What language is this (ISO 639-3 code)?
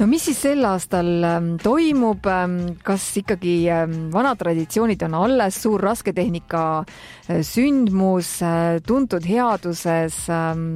est